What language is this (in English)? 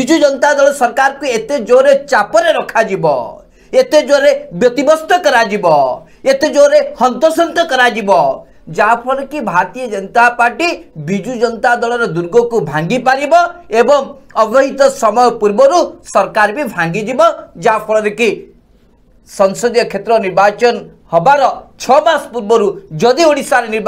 Odia